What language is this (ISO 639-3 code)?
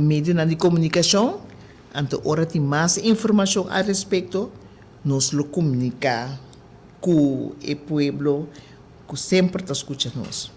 pap